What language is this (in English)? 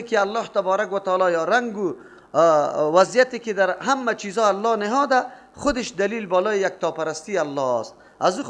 Persian